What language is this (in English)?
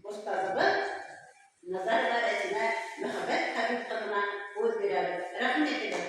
Bashkir